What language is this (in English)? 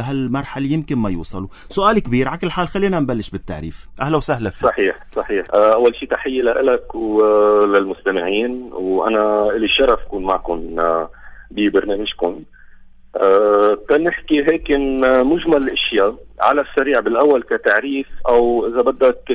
North Levantine Arabic